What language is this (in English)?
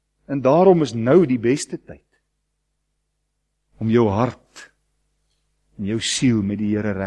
Afrikaans